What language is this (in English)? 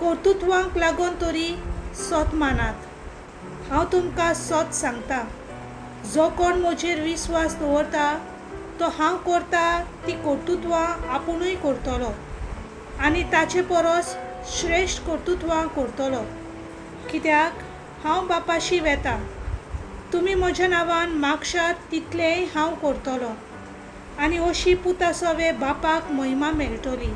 Konkani